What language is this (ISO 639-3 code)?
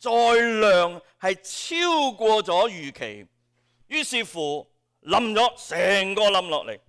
yue